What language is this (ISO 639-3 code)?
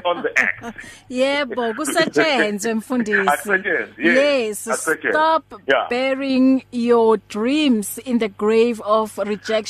eng